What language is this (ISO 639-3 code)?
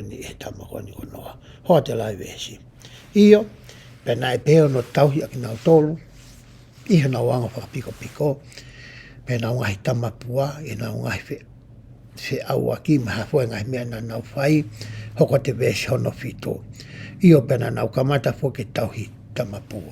ton